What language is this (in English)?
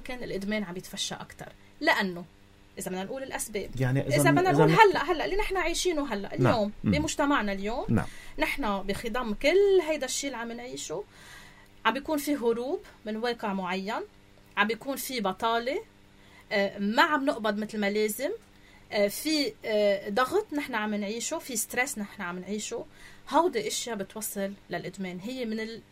North Levantine Arabic